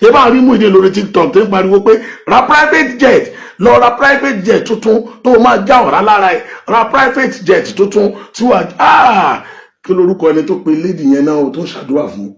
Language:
Yoruba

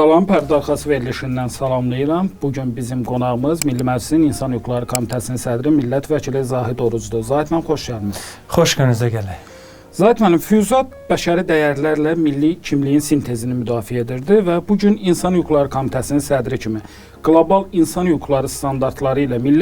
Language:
Azerbaijani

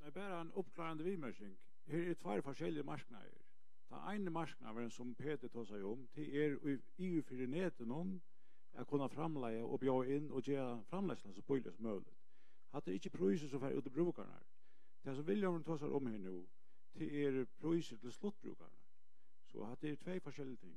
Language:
Faroese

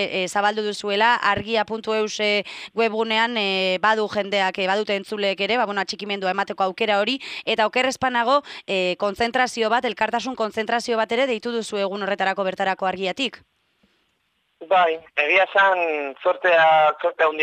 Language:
Basque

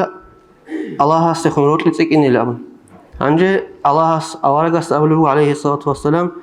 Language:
Avaric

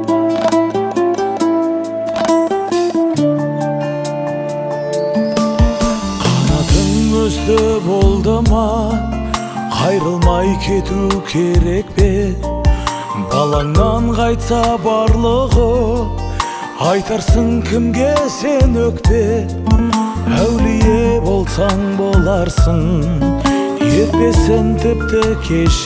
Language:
Kazakh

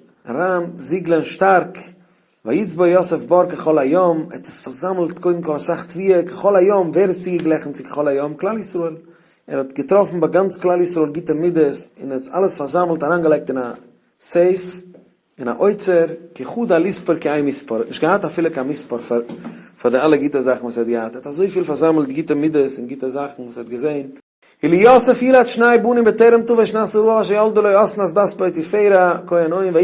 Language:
Yiddish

